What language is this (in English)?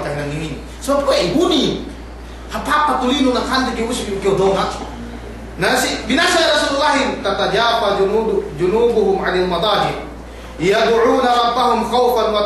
Yakan